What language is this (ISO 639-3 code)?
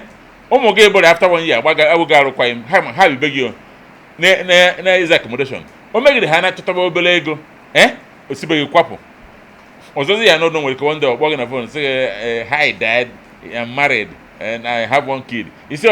ibo